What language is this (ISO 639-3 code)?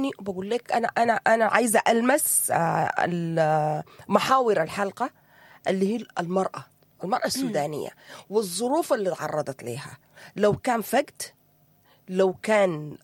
apd